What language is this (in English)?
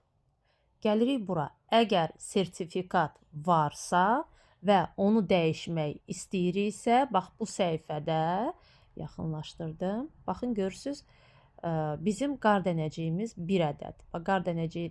Azerbaijani